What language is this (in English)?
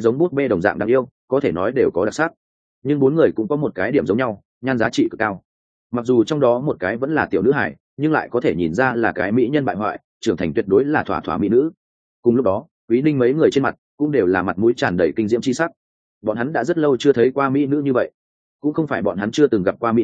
Vietnamese